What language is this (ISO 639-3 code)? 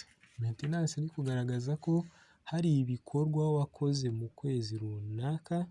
kin